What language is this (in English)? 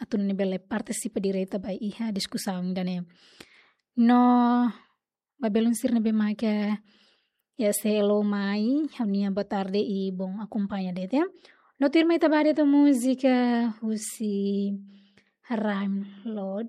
Tetum